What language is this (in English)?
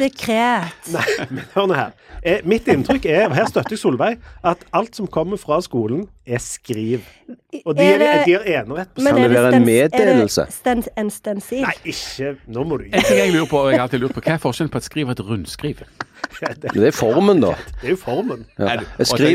Norwegian